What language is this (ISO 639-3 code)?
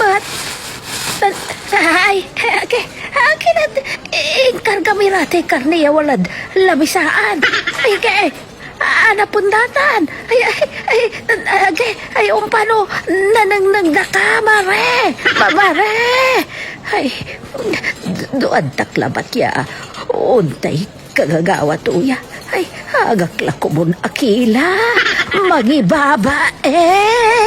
pag